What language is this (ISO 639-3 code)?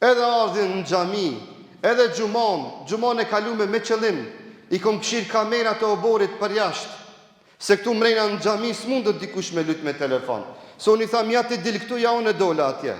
sqi